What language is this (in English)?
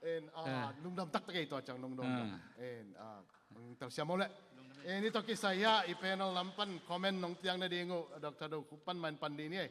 Tedim Chin